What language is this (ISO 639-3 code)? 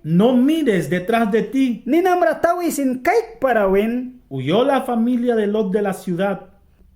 miq